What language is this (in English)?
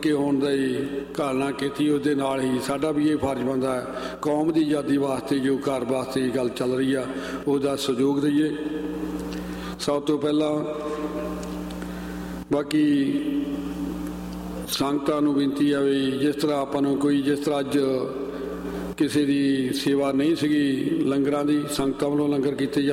Punjabi